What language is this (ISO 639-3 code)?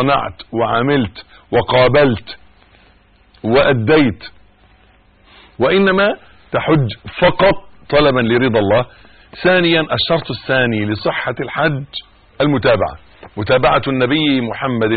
ara